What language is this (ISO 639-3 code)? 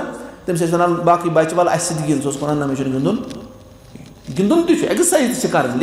kas